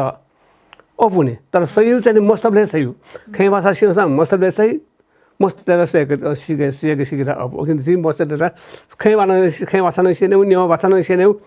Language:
Newari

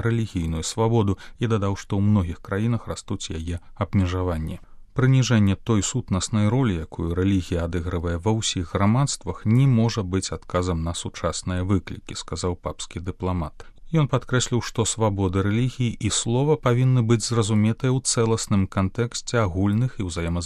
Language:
Belarusian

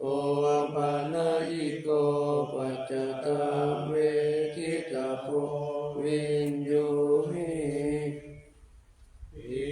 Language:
Pali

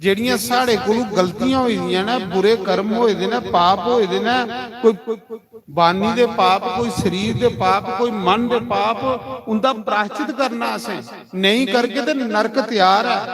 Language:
Dogri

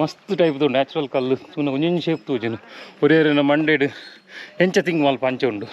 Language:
Tulu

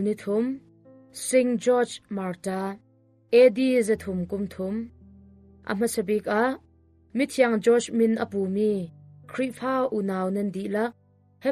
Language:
Hakha Chin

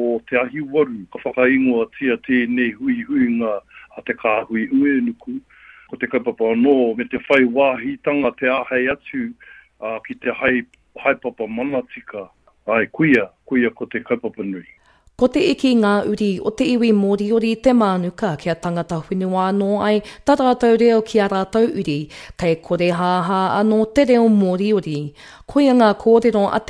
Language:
Māori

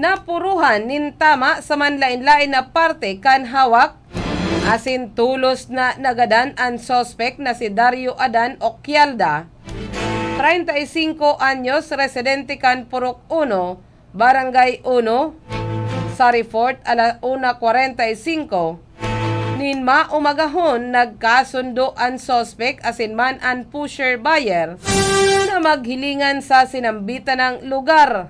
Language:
Bikol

